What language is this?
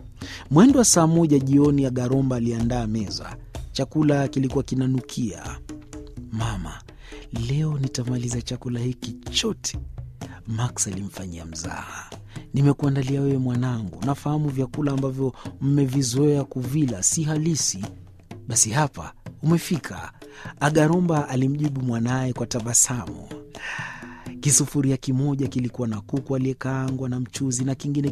Swahili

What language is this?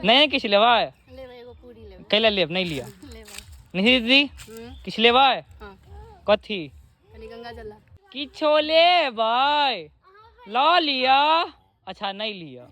Maithili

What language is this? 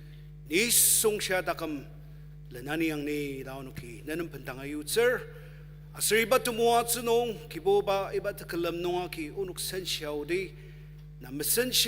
Ao Naga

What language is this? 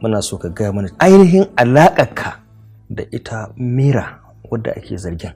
Hausa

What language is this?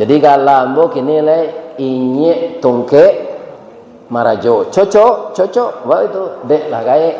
Minangkabau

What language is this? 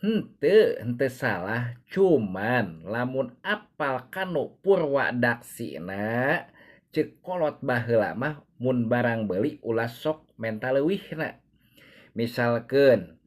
Sundanese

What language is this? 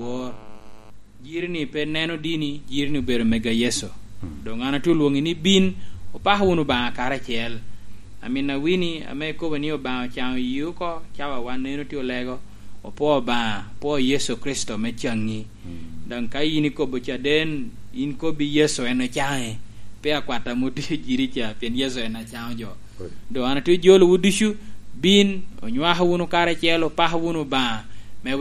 Lango (Uganda)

